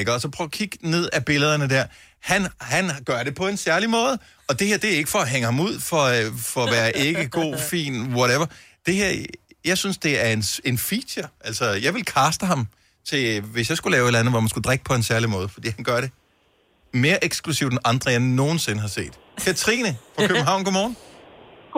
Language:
Danish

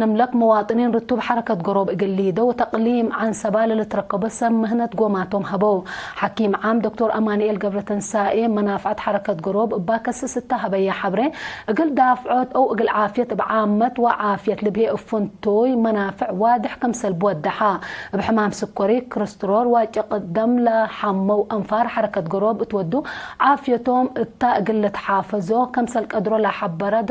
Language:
Tigre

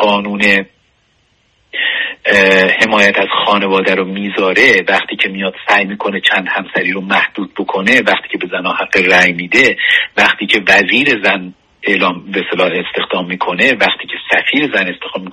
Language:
Persian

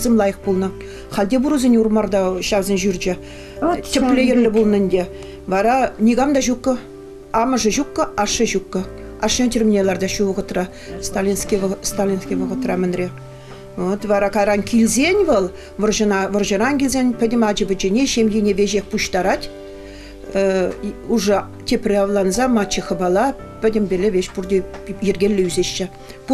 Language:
Chuvash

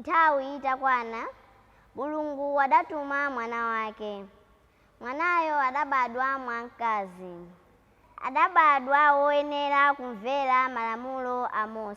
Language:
Nyanja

